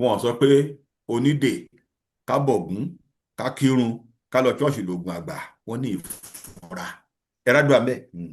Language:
Yoruba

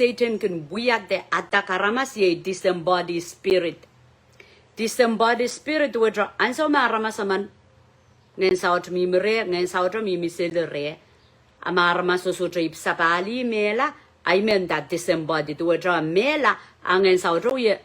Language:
Pohnpeian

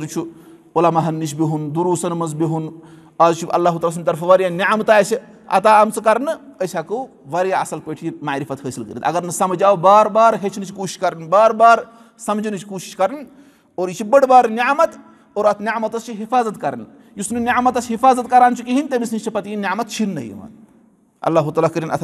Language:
Kashmiri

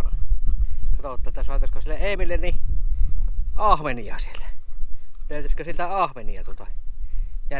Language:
Finnish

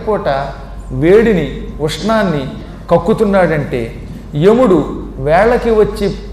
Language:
Telugu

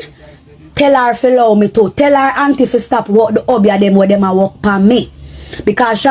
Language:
Jamaican Creole English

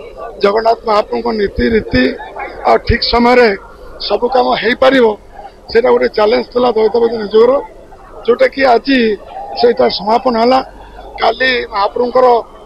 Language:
Odia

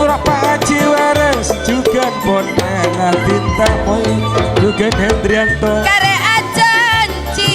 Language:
Madurese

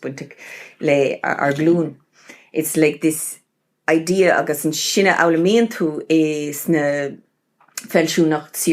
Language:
Irish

